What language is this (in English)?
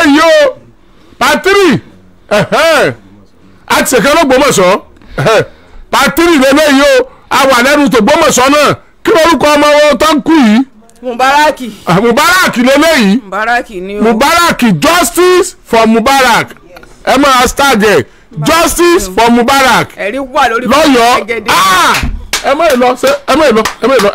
Yoruba